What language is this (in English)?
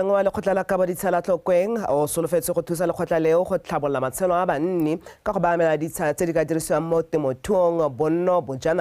Tswana